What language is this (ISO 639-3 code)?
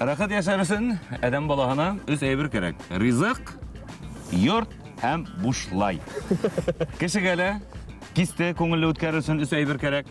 bak